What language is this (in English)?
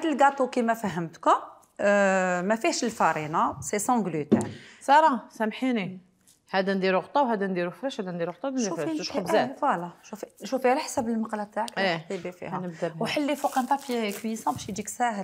Algerian Arabic